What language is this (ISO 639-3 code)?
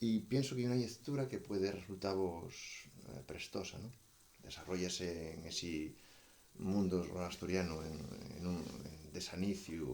ast